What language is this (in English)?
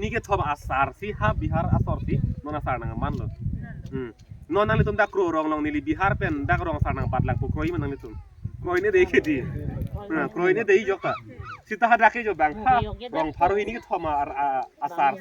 Karbi